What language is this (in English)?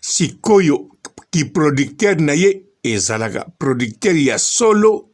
Lingala